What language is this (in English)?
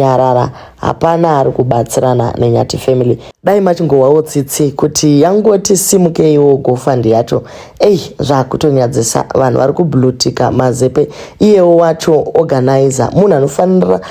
Shona